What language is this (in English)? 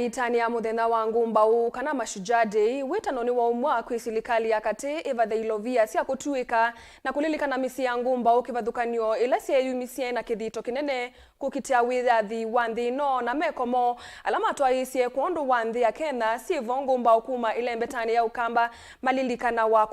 Kamba